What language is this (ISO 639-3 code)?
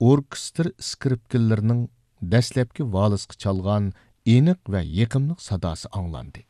uig